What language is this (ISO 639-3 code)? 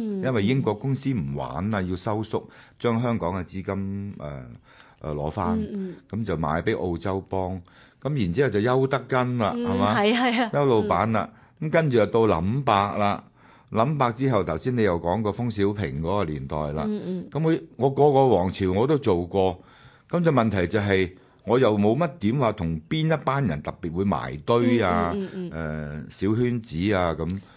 yue